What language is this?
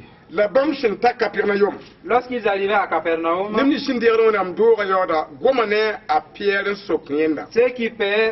Mossi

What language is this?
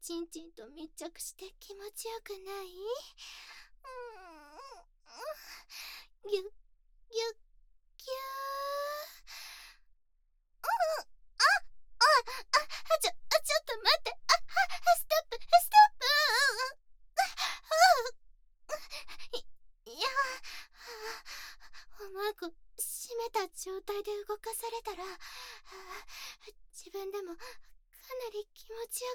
Japanese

